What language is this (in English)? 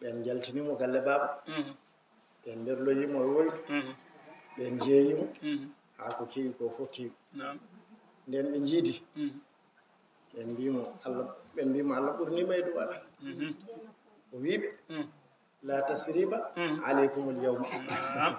Fula